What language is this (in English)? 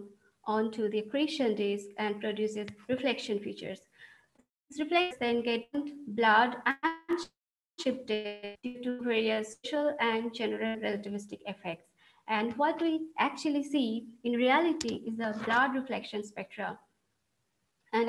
English